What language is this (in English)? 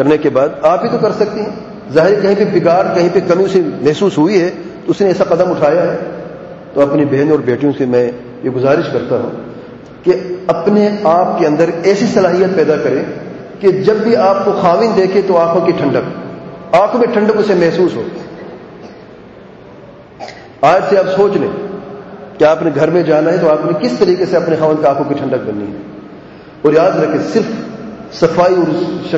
Urdu